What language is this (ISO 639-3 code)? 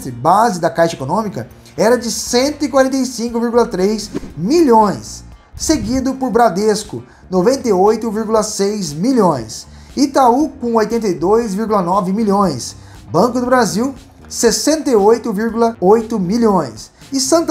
por